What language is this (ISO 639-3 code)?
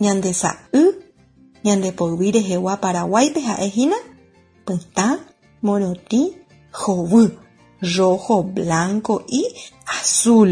grn